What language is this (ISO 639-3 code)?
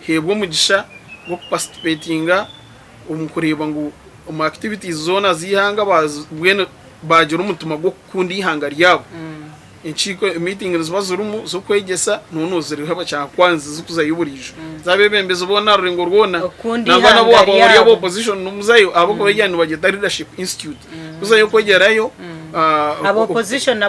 nyn